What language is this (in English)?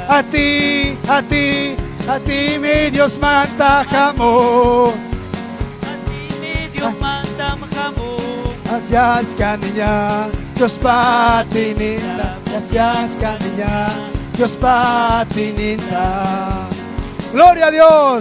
Ayacucho Quechua